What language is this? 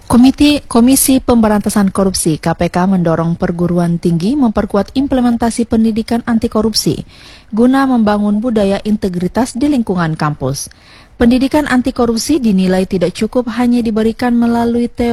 Indonesian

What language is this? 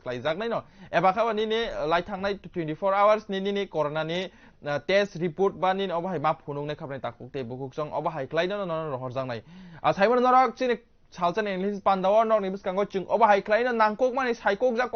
Kok Borok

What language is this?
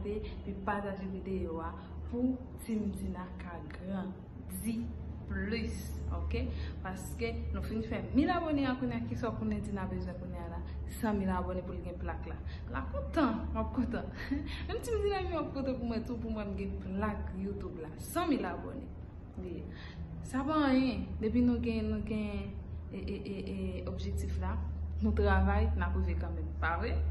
Haitian Creole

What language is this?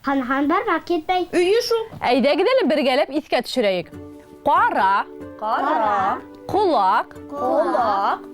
Bashkir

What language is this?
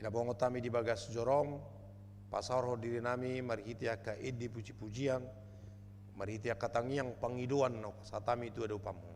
Batak Toba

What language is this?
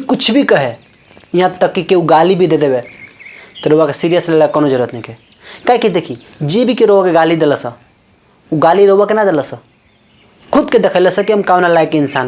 Bhojpuri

